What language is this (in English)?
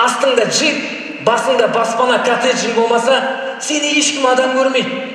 Kazakh